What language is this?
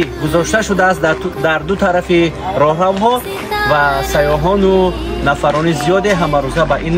Tajik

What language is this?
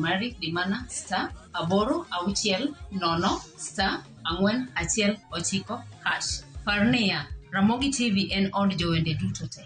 Luo (Kenya and Tanzania)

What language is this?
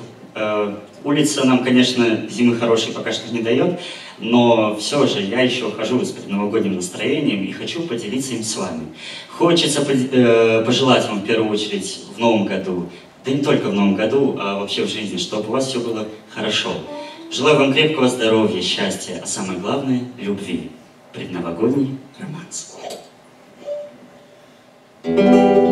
Russian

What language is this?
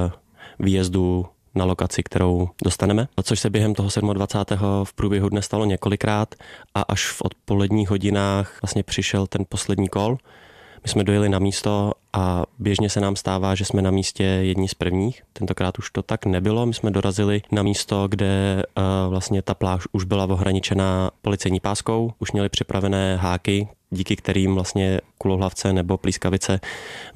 Czech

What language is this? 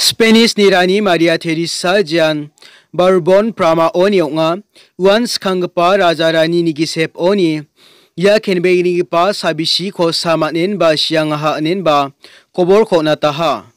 Garo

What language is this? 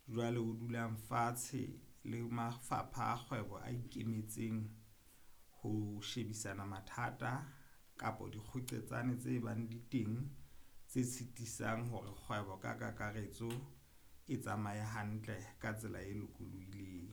Southern Sotho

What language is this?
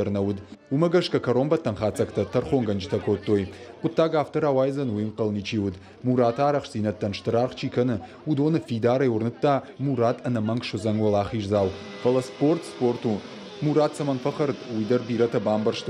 Ossetic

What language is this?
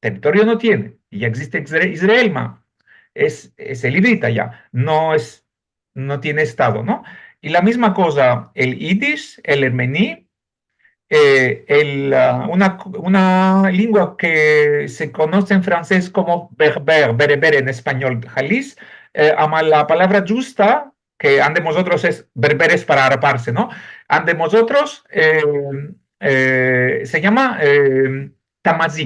Ladino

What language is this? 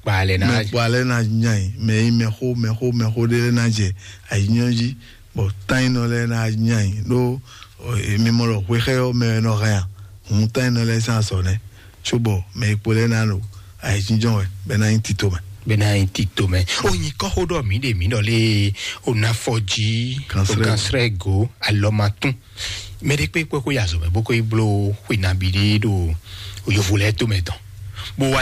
Fon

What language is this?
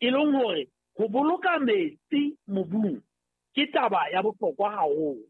Southern Sotho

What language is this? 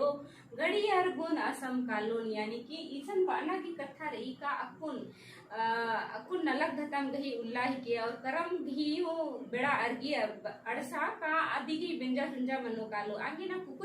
Kurukh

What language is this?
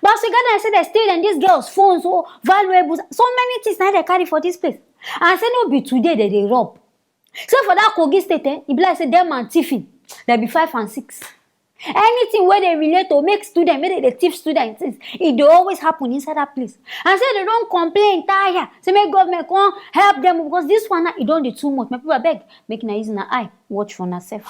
Nigerian Pidgin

